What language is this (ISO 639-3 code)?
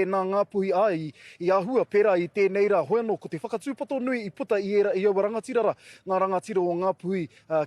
mri